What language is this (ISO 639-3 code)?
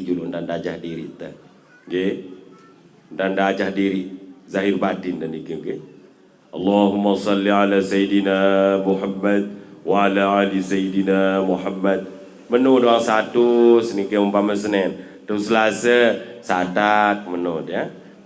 sas